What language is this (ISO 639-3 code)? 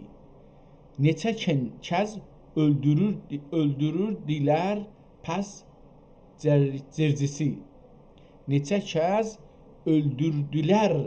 azb